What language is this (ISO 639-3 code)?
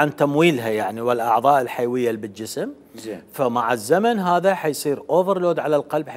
acm